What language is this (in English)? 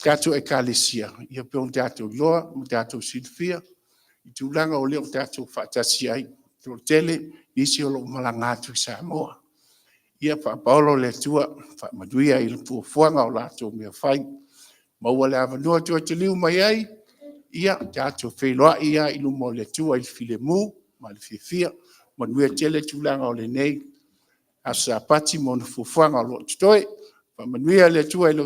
Samoan